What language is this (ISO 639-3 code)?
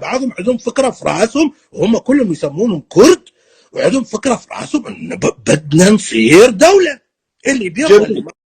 apc